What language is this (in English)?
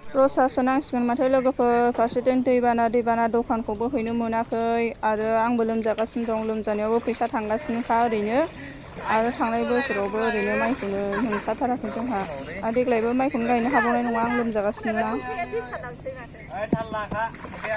Bodo